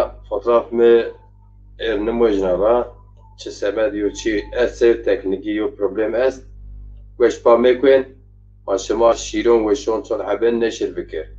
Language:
Zaza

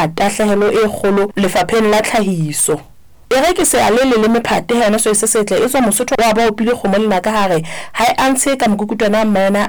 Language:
Southern Sotho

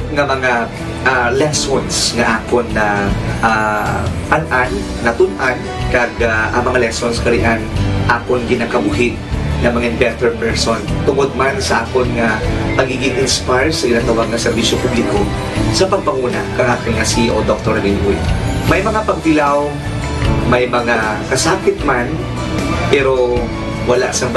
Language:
Hiligaynon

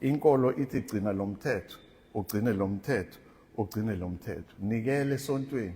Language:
Zulu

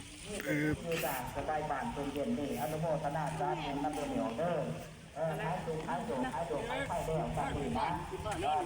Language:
Lao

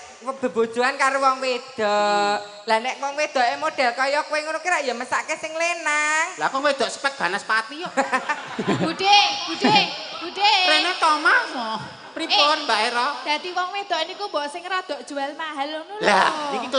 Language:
Javanese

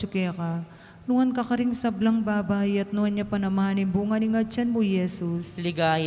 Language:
Pampanga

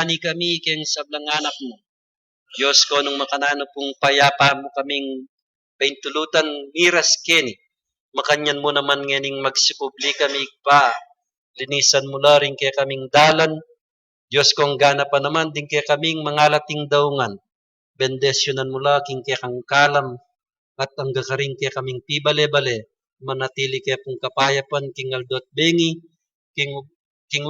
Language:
Pampanga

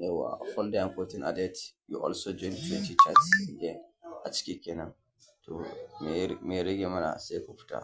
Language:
Hausa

